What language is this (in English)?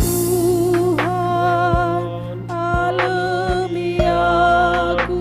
Batak Karo